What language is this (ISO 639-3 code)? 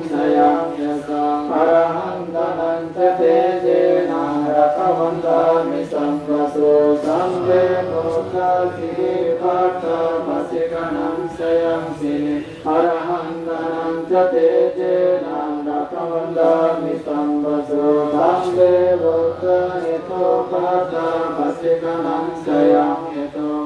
pli